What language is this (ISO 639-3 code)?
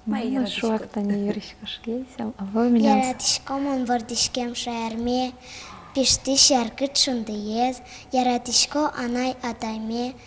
udm